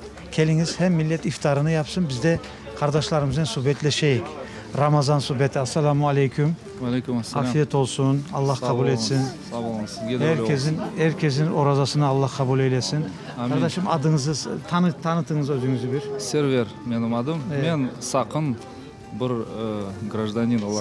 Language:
Crimean Tatar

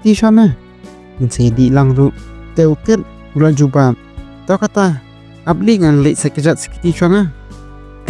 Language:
Khasi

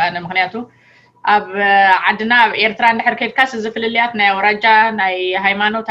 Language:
Tigrinya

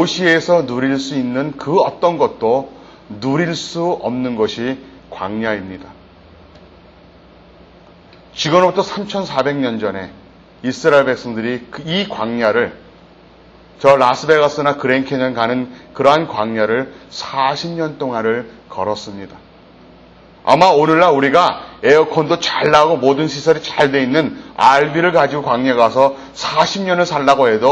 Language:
Korean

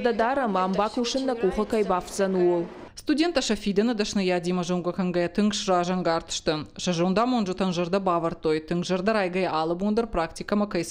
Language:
Ossetic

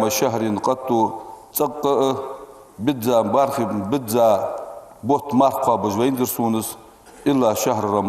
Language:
Ingush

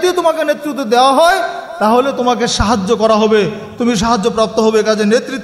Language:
Bangla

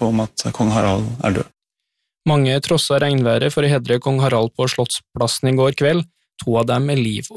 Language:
Norwegian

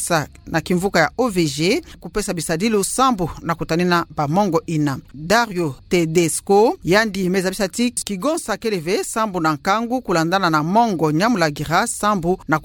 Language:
Kituba (Democratic Republic of Congo)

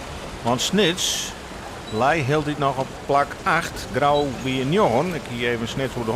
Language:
Western Frisian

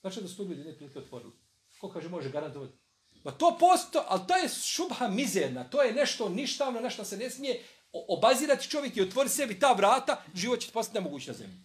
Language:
Serbian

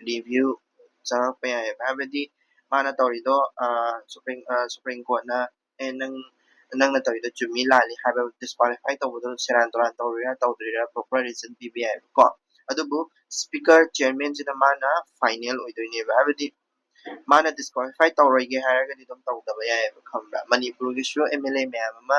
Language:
Manipuri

